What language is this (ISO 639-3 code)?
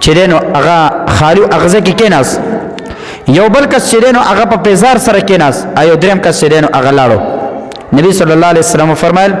pus